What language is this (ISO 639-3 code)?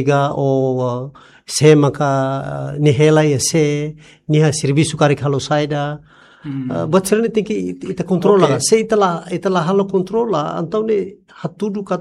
tet